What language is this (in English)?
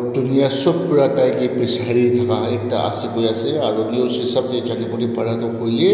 Naga Pidgin